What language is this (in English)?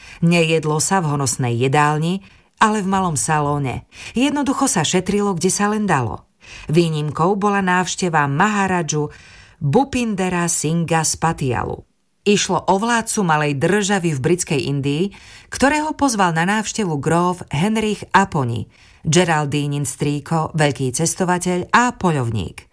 Slovak